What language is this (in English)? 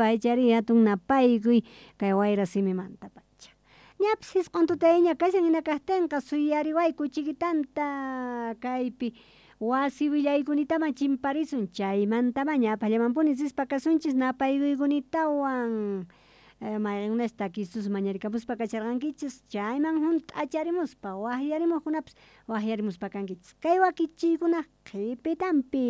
South Bolivian Quechua